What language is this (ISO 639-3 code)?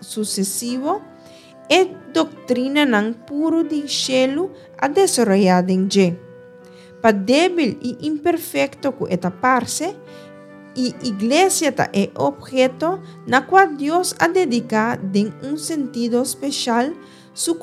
pap